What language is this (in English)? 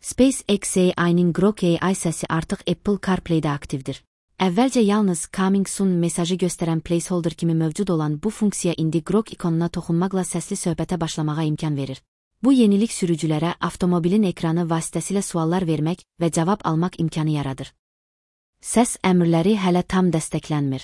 Azerbaijani